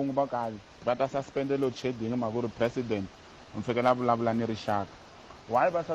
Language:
Tsonga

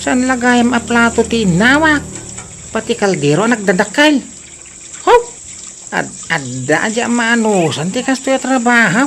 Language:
Iloko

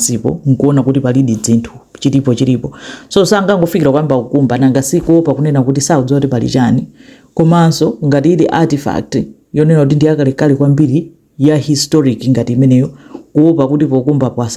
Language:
Nyanja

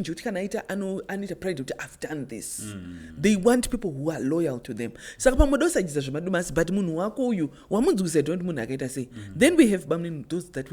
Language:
Shona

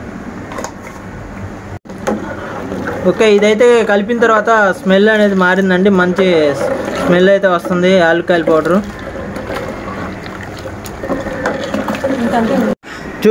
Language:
Telugu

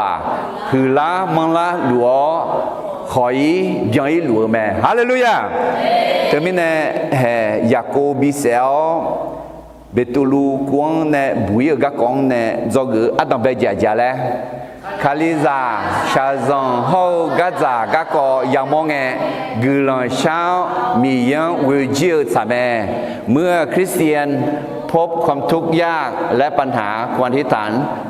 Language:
Akha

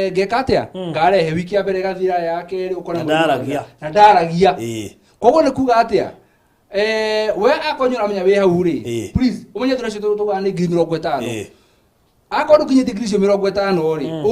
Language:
Kikuyu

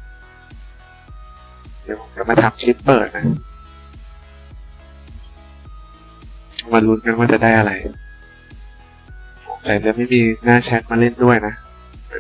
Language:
Thai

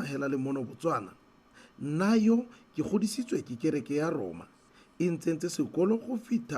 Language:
Tswana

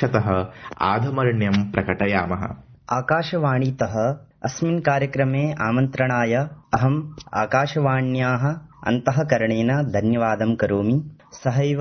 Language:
Sanskrit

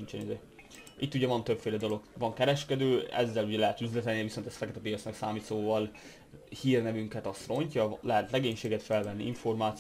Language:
Hungarian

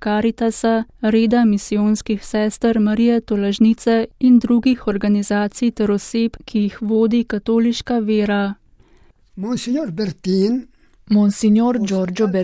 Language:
Slovenian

